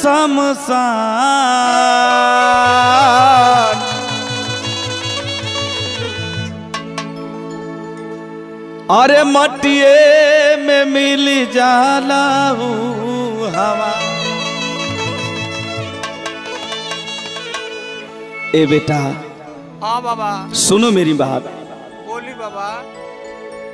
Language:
Bhojpuri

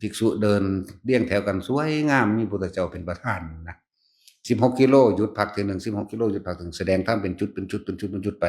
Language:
Northeastern Thai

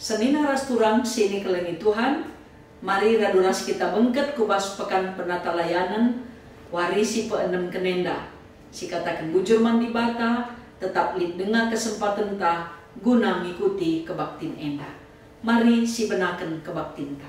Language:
Batak Karo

